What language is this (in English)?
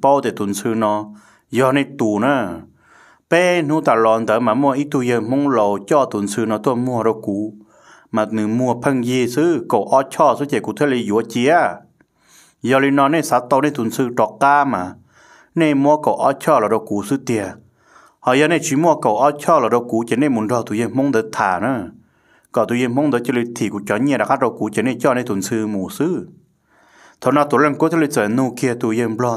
Vietnamese